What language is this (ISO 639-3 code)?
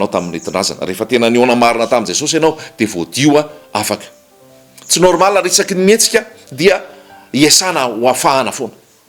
mlg